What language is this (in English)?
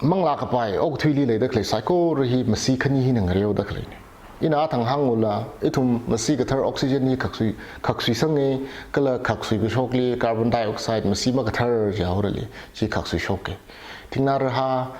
Tangkhul Naga (India)